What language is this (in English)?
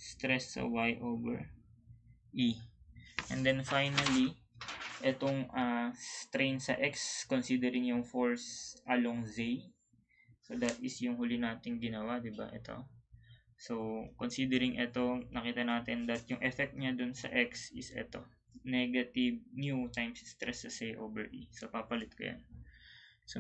Filipino